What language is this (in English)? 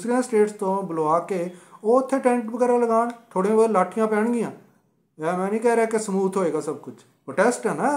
Punjabi